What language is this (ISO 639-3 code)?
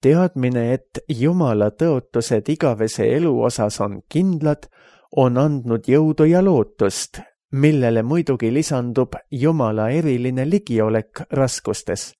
est